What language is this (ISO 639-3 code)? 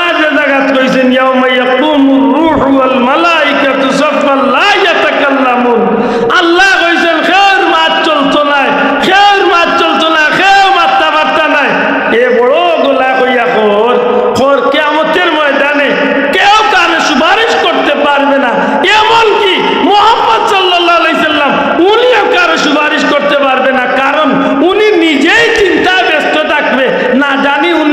syl